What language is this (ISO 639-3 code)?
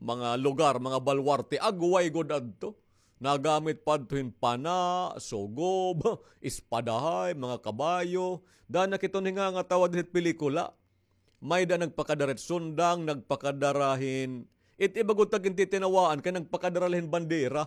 war